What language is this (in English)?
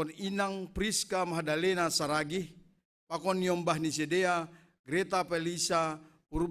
Batak Simalungun